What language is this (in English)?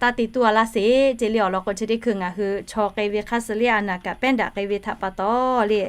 Lahu